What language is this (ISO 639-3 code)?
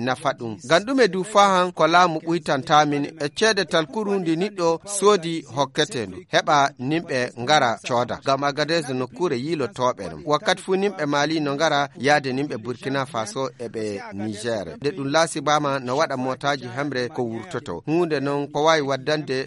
ful